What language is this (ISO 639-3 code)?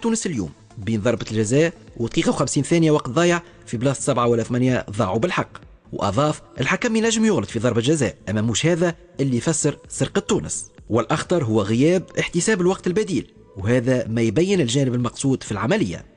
aeb